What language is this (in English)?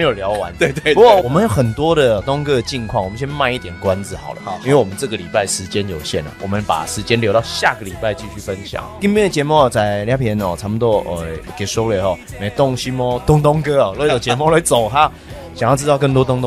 Chinese